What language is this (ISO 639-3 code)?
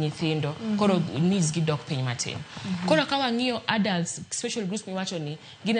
luo